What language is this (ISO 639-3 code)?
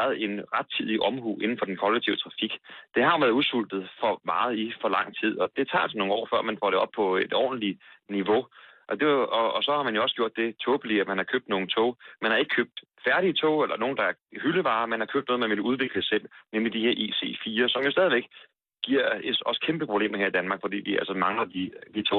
dan